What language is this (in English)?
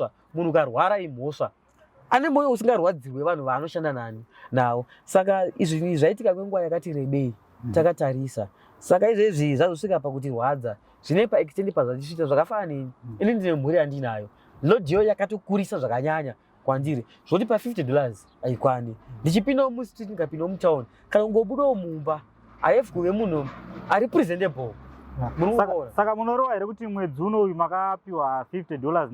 Shona